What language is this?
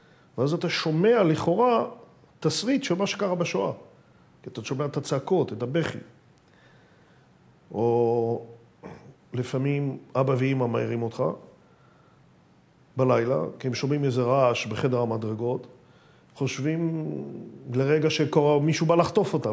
Hebrew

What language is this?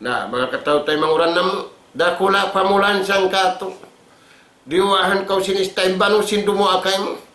Tausug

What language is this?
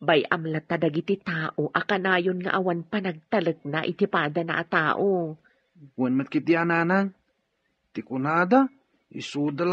Iloko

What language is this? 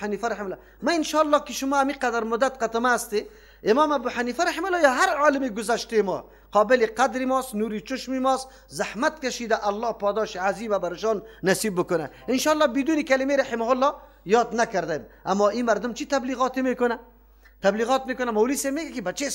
Persian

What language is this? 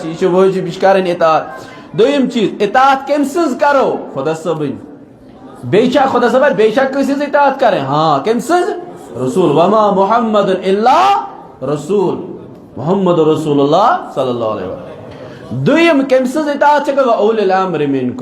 Kashmiri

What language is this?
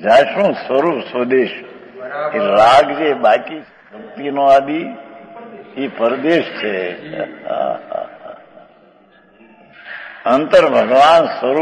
Gujarati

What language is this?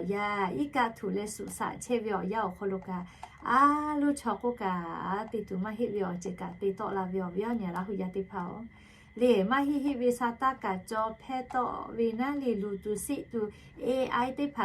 Lahu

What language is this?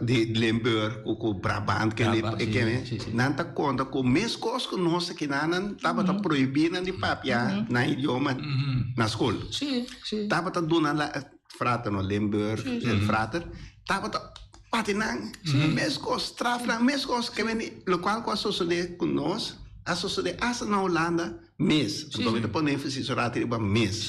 Papiamento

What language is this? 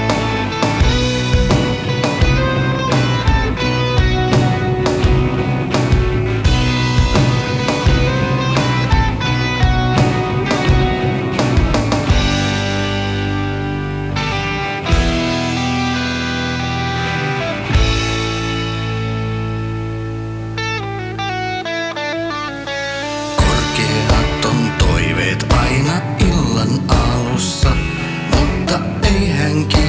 Finnish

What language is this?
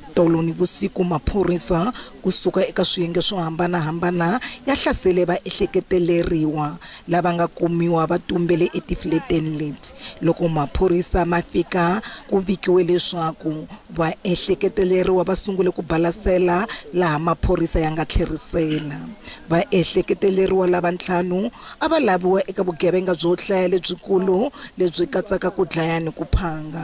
Tsonga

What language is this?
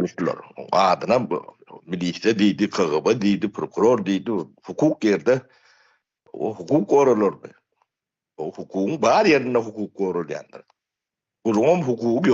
Turkmen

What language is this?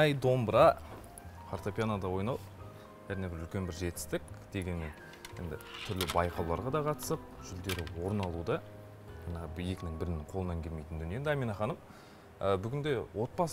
Kazakh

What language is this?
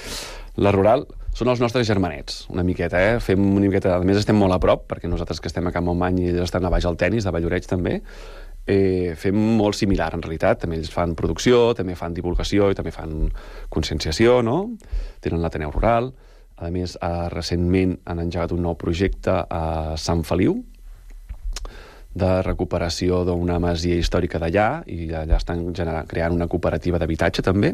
Catalan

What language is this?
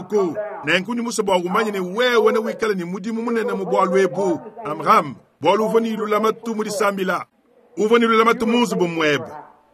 Luba-Lulua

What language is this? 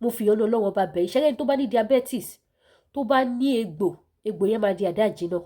Yoruba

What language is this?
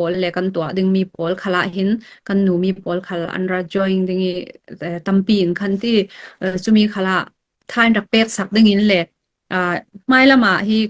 Falam Chin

